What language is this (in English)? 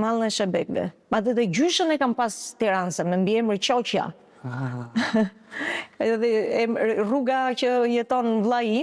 Albanian